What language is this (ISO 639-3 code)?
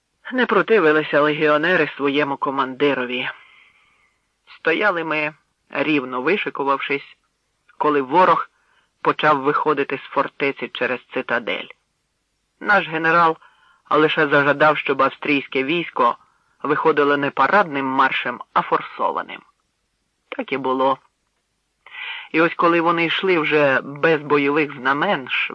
ukr